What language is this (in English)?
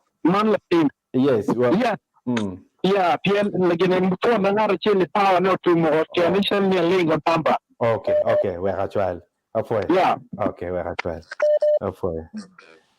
Acoli